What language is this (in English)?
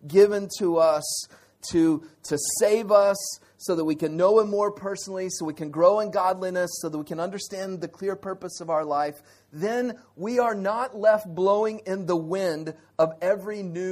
English